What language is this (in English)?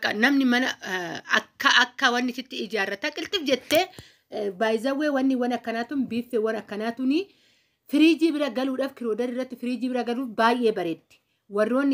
Oromo